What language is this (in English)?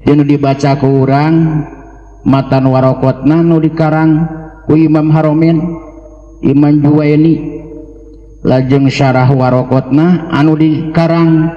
Sundanese